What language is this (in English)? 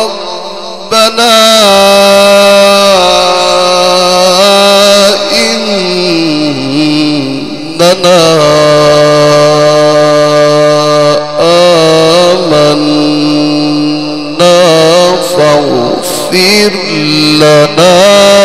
Arabic